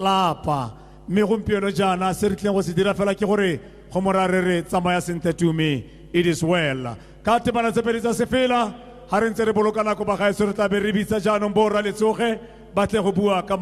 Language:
Tswana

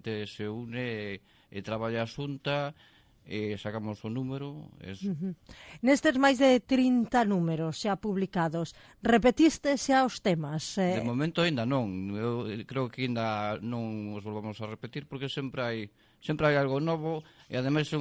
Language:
Galician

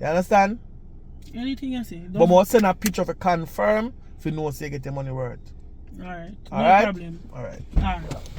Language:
Jamaican Creole English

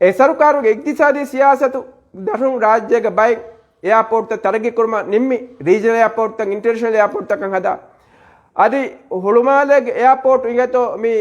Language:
Divehi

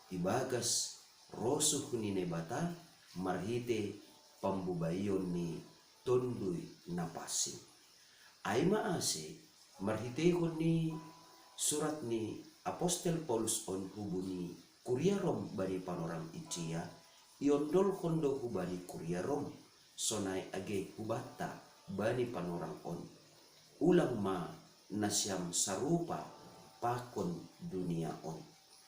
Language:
Batak Simalungun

